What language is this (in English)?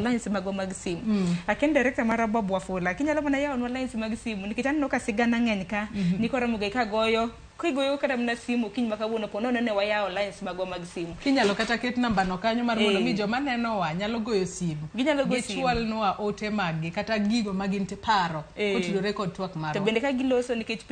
Luo (Kenya and Tanzania)